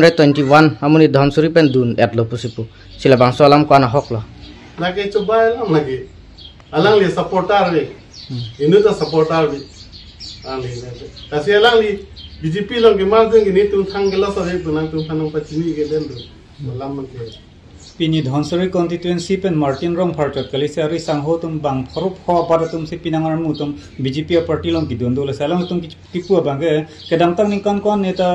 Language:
Karbi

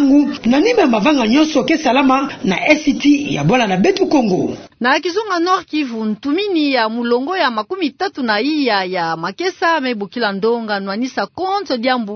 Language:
Kituba (Democratic Republic of Congo)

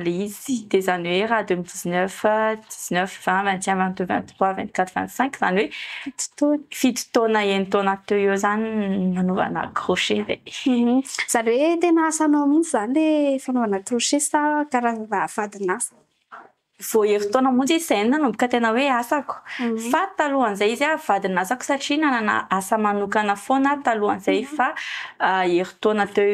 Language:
Malagasy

